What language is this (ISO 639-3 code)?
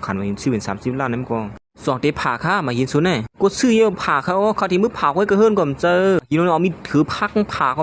shn